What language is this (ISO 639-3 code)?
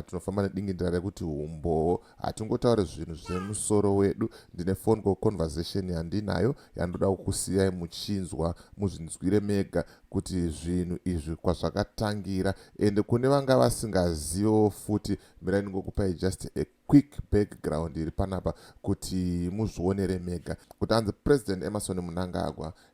sna